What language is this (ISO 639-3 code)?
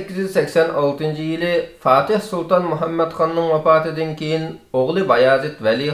uig